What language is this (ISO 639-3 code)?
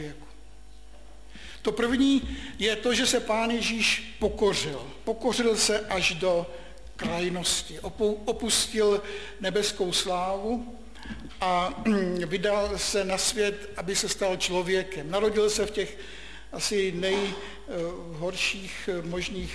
ces